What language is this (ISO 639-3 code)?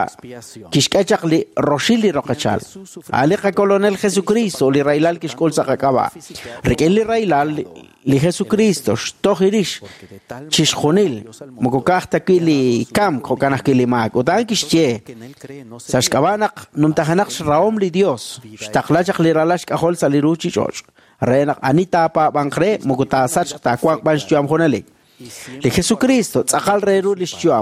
kek